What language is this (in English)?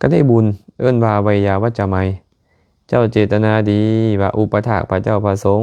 Lao